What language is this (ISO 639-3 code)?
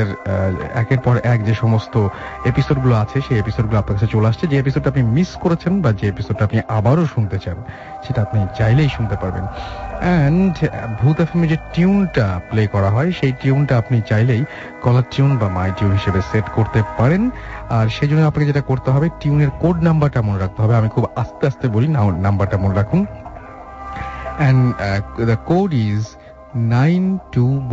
ben